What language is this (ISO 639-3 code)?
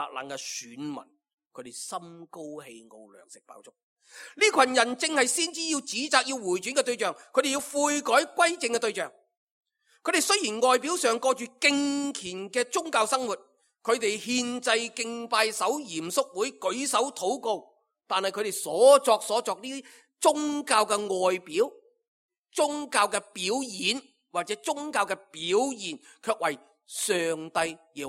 yue